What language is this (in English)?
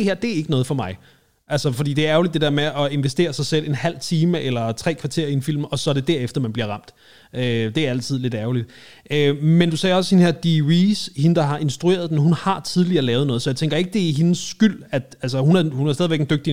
Danish